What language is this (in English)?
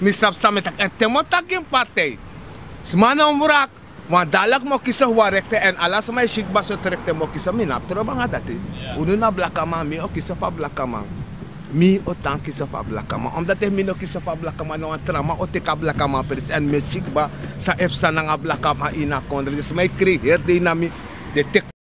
Sranan Tongo